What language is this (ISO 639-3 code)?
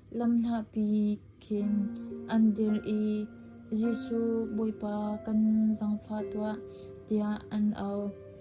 cnh